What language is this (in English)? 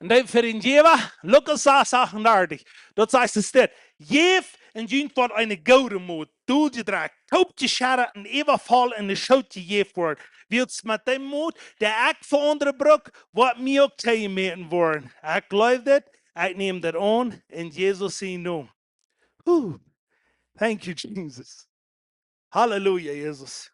Plautdietsch